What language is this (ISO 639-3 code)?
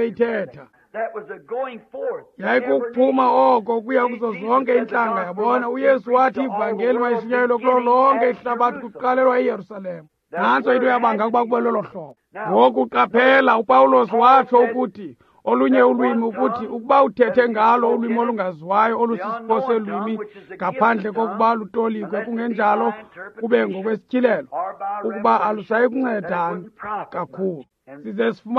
xho